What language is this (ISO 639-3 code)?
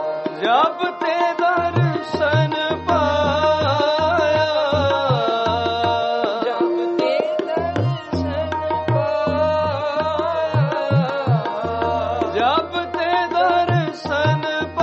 pan